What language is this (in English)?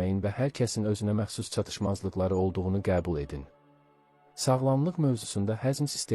Azerbaijani